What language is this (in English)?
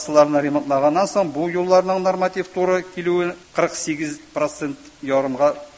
Tatar